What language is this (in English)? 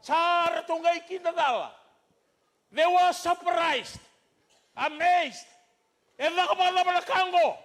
Fijian